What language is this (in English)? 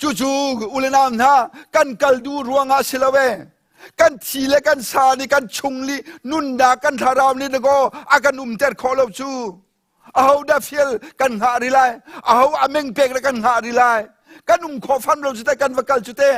Hakha Chin